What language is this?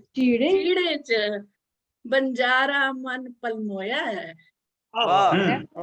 Dogri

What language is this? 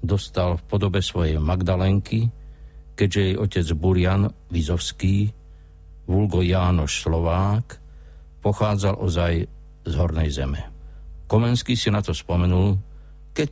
Slovak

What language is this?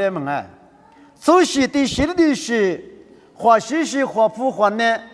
Lisu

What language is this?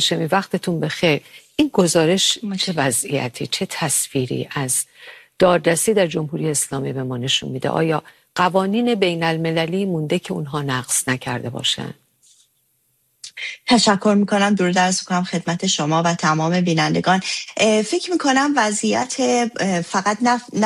Persian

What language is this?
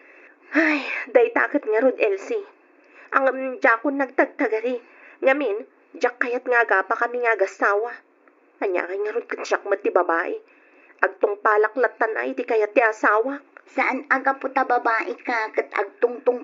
Iloko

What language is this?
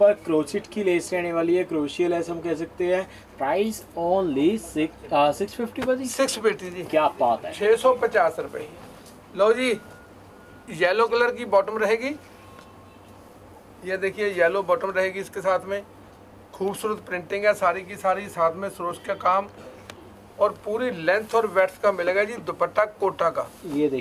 Hindi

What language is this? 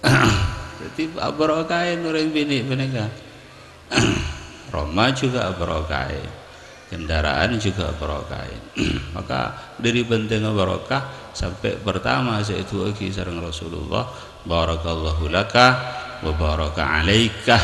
Madurese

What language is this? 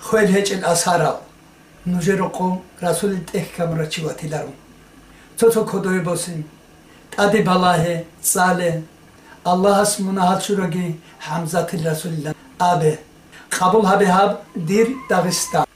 Avaric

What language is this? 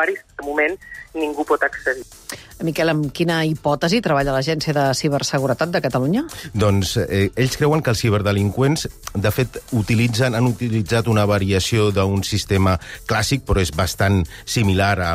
Catalan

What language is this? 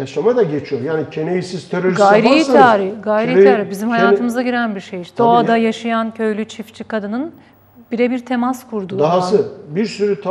Turkish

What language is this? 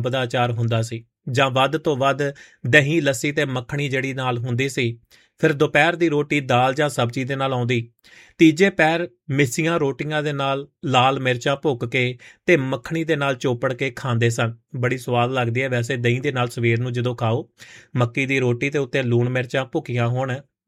Punjabi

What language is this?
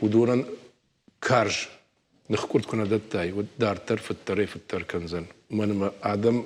Ossetic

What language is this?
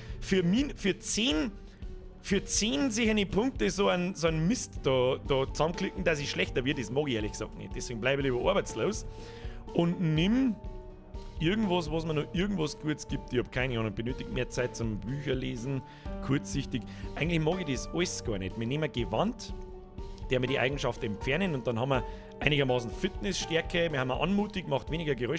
Bavarian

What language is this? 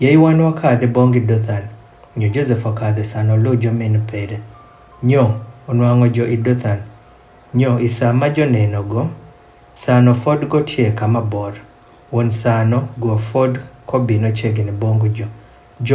Adhola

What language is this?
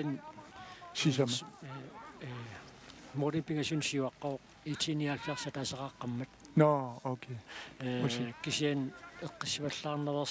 Kalaallisut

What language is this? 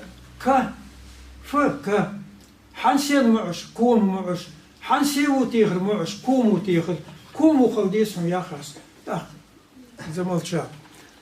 Ingush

